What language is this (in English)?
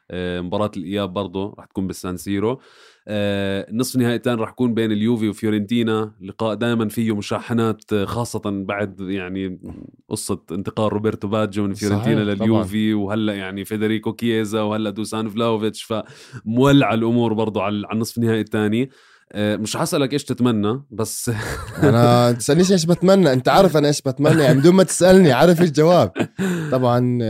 North Levantine Arabic